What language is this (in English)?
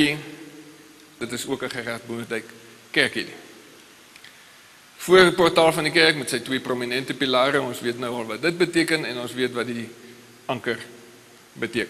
Afrikaans